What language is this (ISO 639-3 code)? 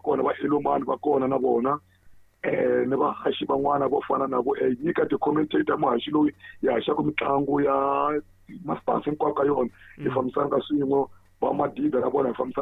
tso